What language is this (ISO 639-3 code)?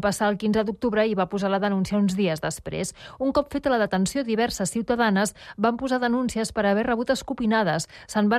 cat